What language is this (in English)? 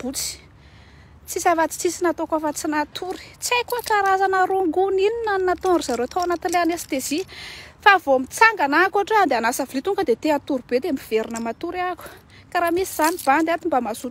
Malagasy